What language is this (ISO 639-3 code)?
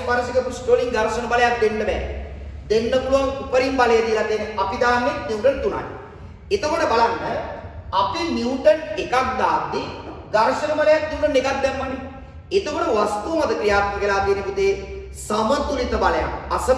sin